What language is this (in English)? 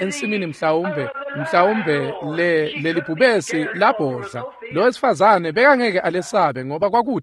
Swati